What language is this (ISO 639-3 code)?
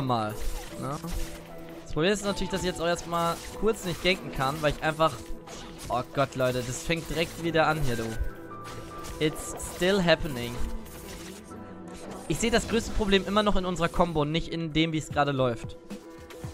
deu